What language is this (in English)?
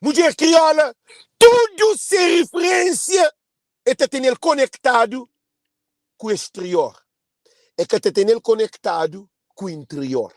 Kabuverdianu